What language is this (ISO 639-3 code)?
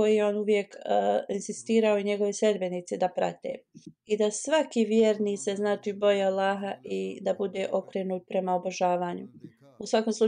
bos